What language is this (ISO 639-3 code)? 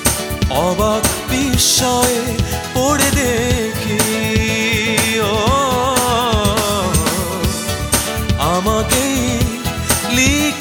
ben